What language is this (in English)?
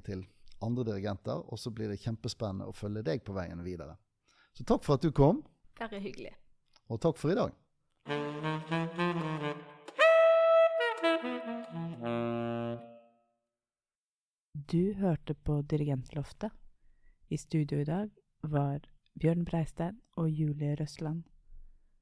Norwegian